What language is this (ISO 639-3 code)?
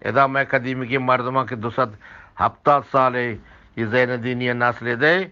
bgp